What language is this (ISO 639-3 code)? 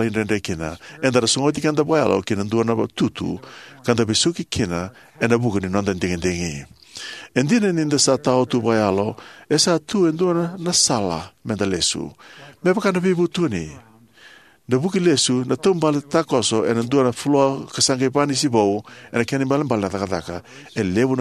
fij